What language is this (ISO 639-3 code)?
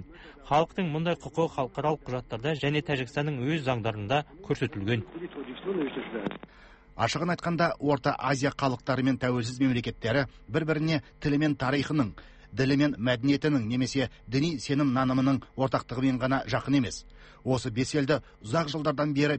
kaz